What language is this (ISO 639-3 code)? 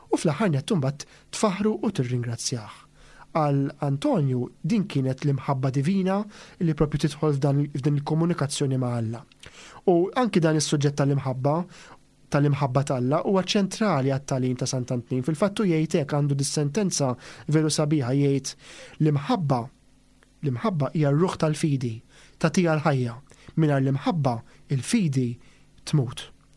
mlt